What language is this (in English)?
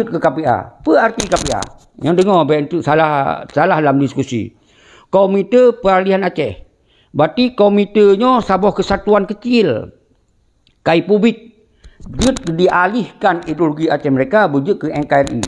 Achinese